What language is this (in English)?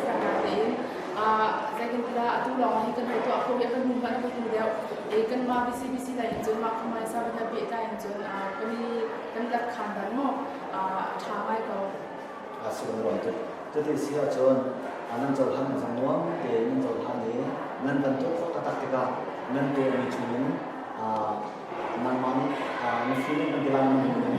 Hakha Chin